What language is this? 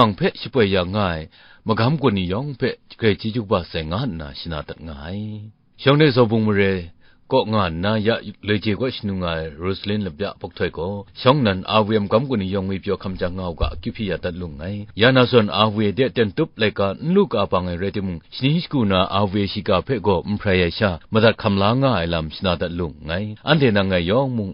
Kachin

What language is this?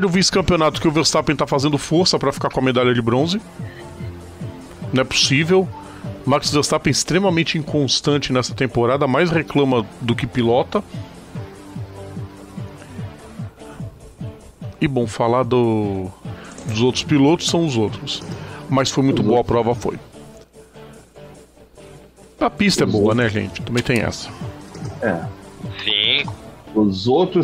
Portuguese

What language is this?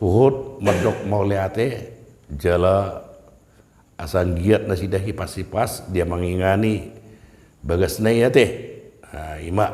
Batak Toba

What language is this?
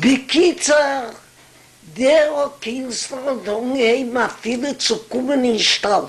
Yiddish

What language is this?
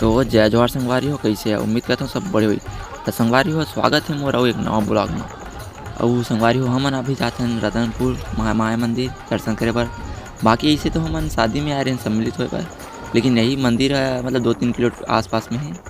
Chhattisgarhi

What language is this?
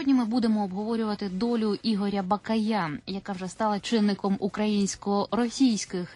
Ukrainian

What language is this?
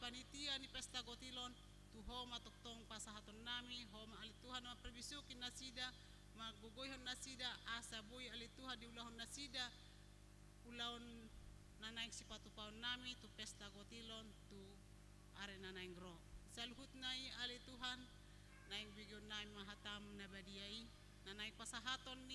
Batak Toba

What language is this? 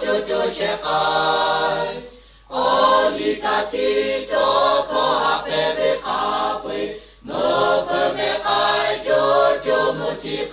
Lahu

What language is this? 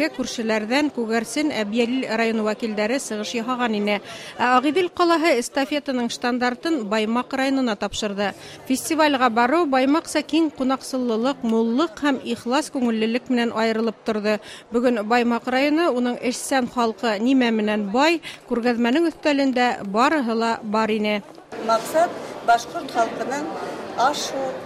Bashkir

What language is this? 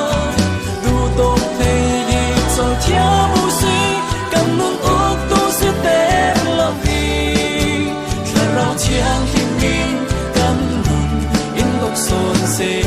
Falam Chin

